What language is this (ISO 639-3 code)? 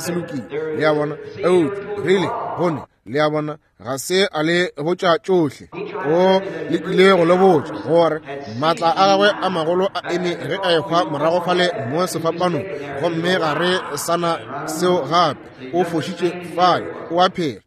nso